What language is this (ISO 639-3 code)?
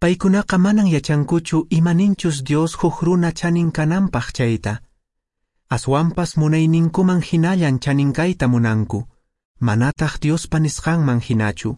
que